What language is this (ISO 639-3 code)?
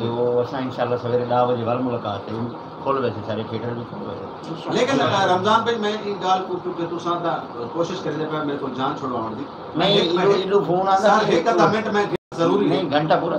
skr